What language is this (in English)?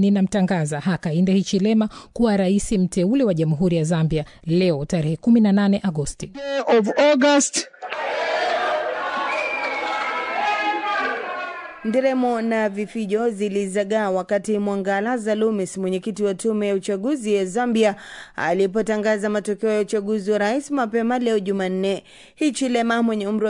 Swahili